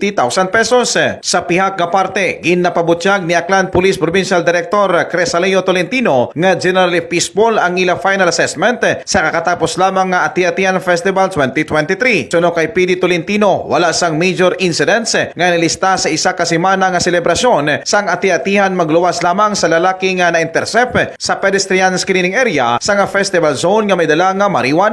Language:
Hiligaynon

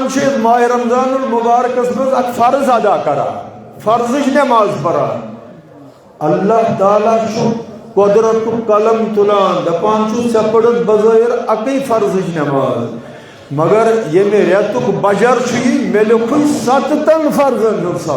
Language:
Kashmiri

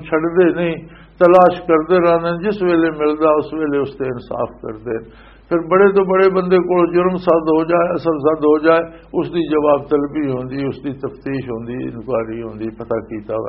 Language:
Western Panjabi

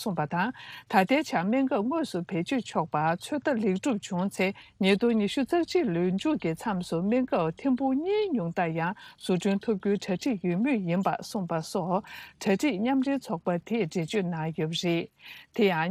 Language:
Tibetan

